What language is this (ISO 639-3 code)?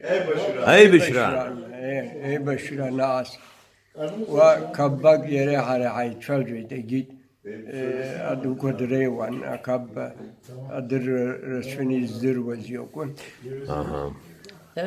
abk